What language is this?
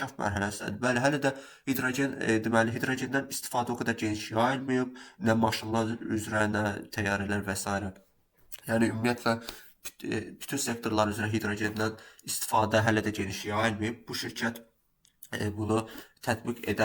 Azerbaijani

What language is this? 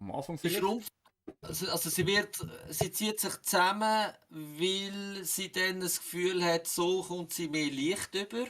Swiss German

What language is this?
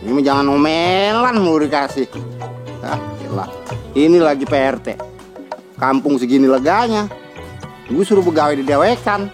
Betawi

